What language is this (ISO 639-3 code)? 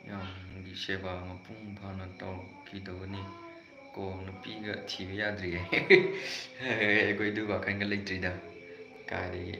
mni